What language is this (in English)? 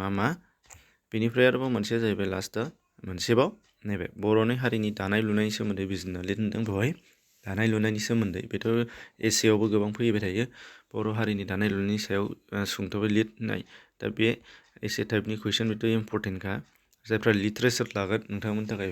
Bodo